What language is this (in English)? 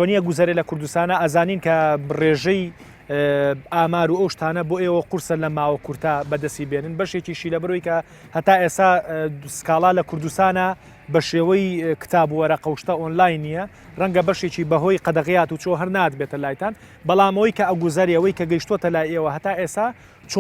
Central Kurdish